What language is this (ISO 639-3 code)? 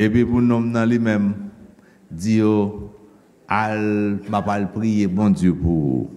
hat